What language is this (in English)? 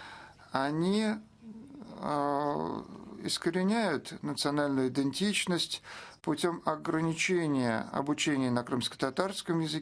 Crimean Tatar